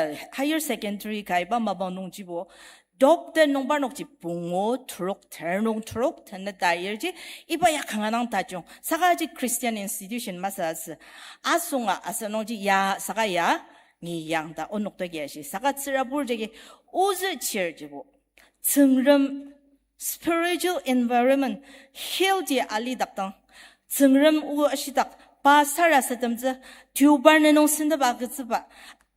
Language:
Ao Naga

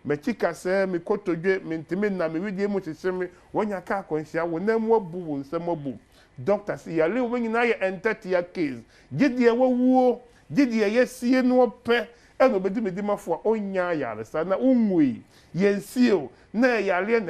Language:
Akan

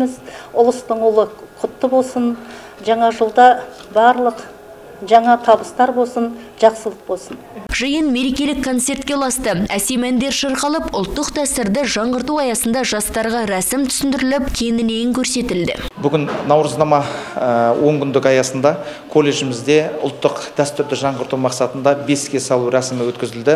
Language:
Kazakh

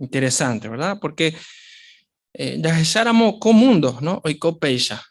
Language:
Guarani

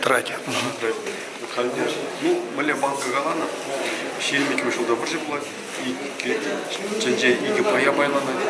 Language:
Chuvash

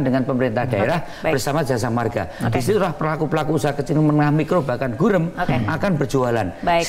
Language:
Indonesian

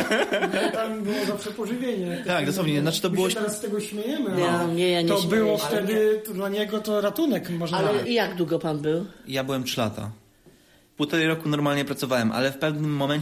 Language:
Polish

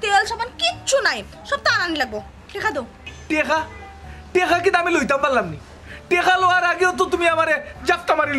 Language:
Sylheti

